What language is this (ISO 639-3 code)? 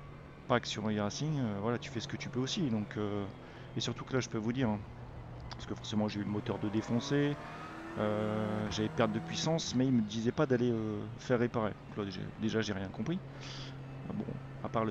fra